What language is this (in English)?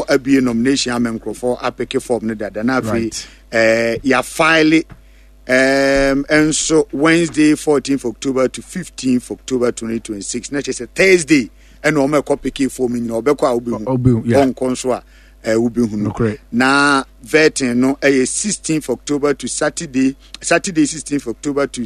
Akan